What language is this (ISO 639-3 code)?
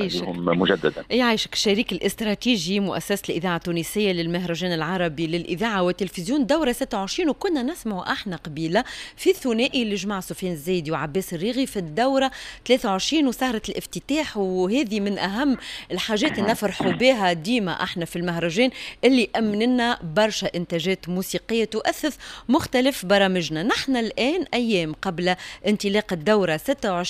aeb